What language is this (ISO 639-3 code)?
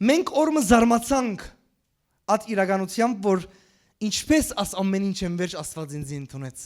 hyw